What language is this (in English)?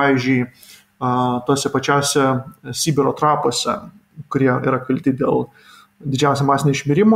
Lithuanian